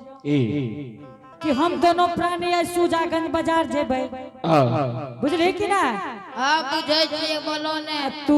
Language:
Angika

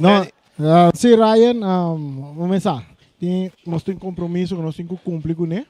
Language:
Papiamento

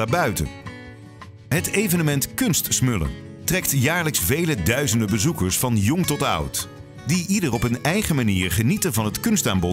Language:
Dutch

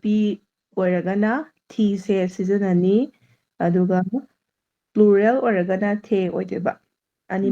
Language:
Manipuri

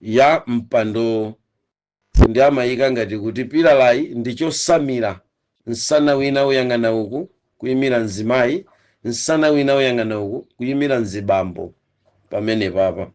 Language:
Nyanja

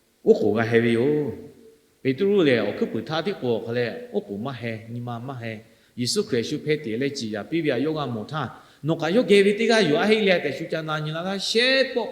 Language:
Lahu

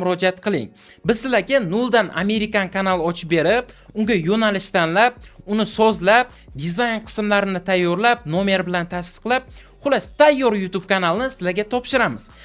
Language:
Uzbek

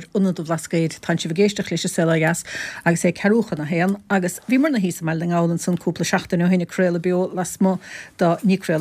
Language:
Irish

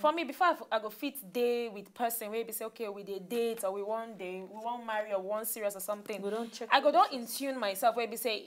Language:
Nigerian Pidgin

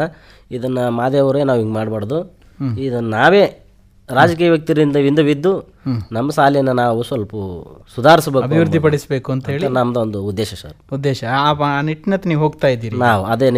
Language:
Kannada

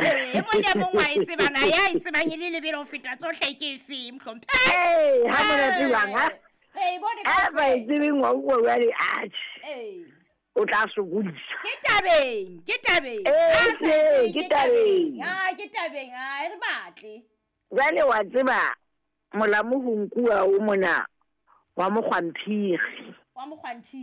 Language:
Southern Sotho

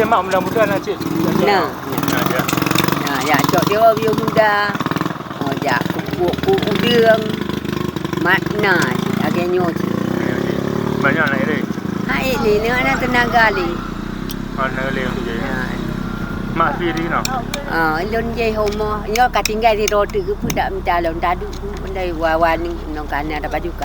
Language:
Achinese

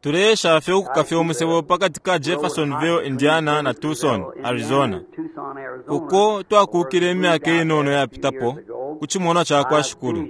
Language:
Bemba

